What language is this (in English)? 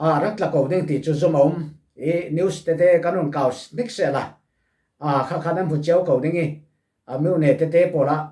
Falam Chin